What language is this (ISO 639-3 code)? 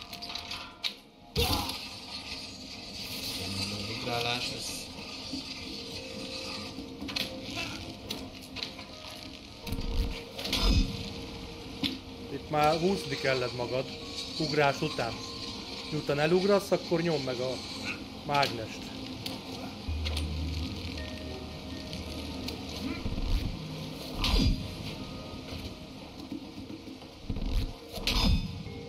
hun